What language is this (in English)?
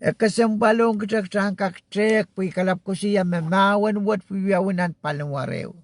Pohnpeian